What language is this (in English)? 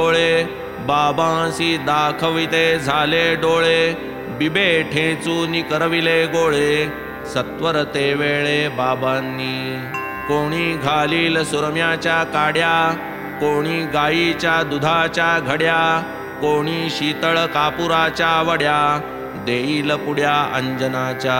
Marathi